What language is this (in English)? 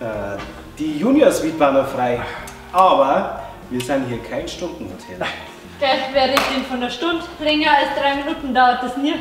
Bavarian